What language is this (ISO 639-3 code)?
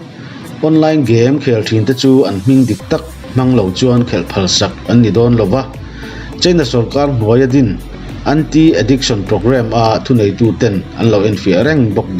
lus